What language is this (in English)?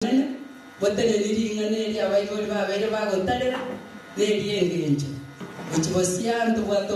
Gusii